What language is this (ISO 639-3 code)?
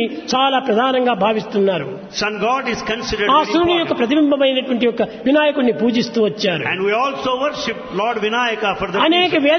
tel